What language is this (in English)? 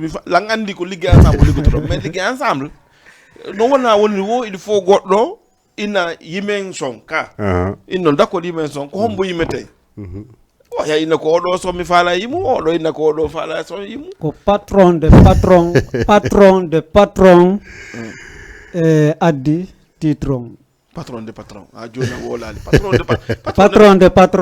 Fula